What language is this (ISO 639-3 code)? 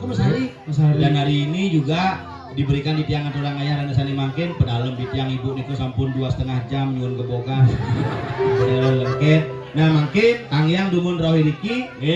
ban